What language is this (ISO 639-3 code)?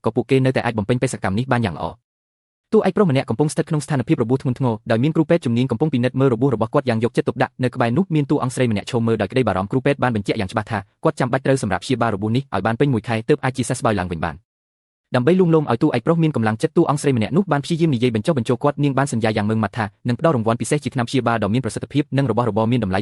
khm